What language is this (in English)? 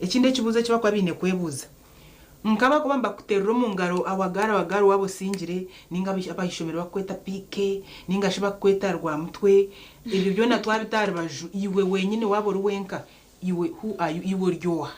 Nyankole